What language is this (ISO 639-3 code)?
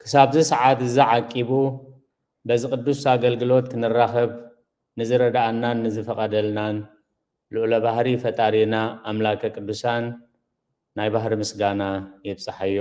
tir